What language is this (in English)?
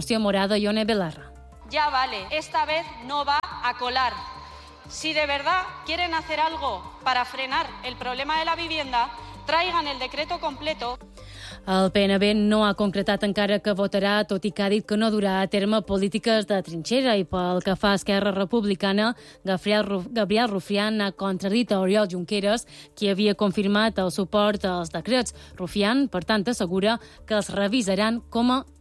Catalan